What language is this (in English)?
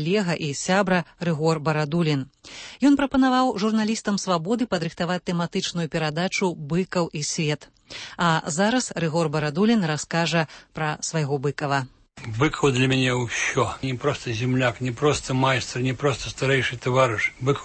Belarusian